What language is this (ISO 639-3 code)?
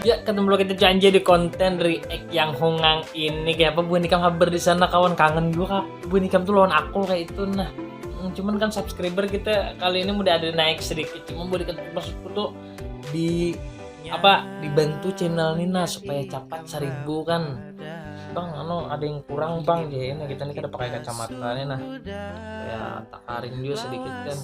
bjn